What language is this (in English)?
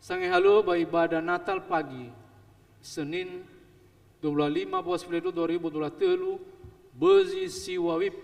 Nias